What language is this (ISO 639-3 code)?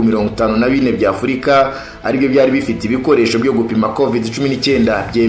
kin